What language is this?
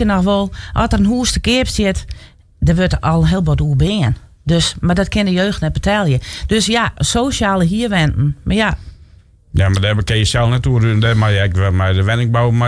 Western Frisian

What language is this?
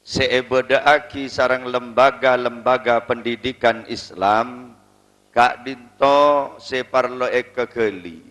Madurese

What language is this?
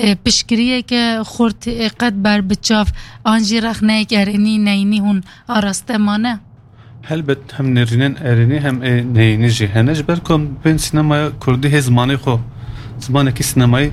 Kurdish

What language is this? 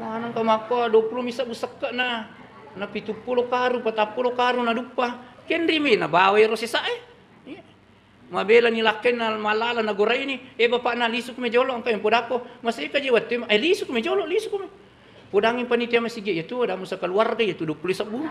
Buginese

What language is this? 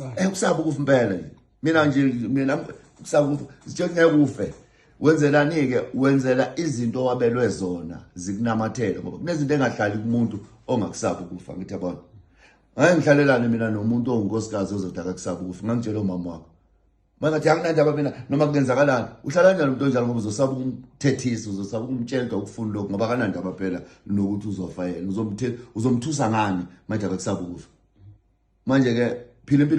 Zulu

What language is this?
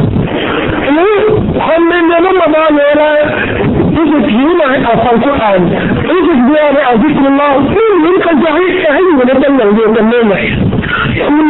Thai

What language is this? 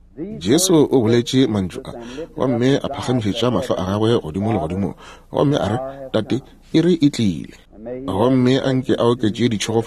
Northern Sotho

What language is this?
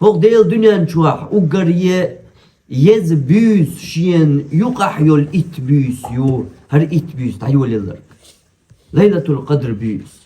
Chechen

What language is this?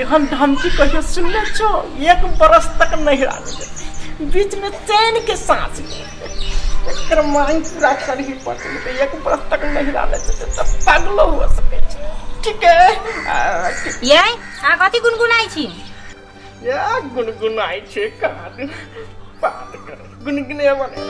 Maithili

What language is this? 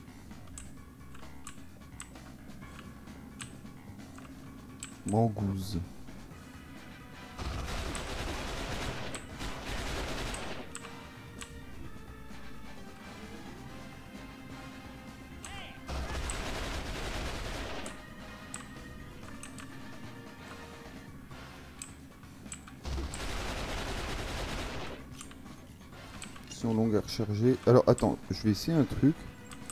French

